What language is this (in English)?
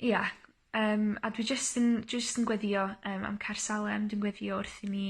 Welsh